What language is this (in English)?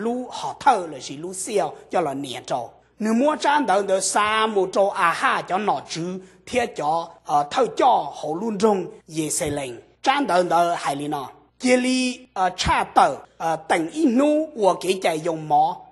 Hmong